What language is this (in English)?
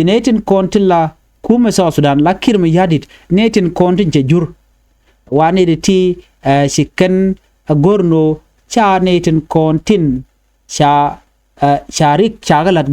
Nuer